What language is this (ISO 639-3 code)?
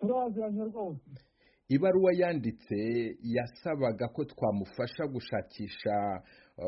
kin